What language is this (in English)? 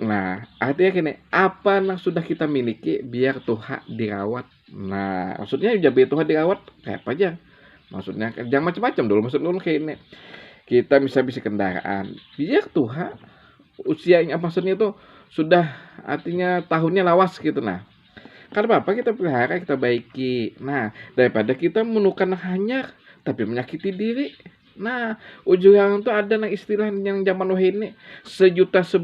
Banjar